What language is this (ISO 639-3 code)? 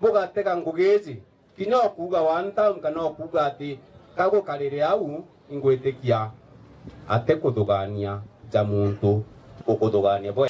mer